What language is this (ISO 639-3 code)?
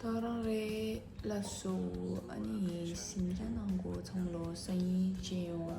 bod